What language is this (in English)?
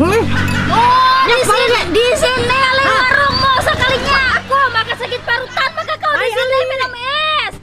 Banjar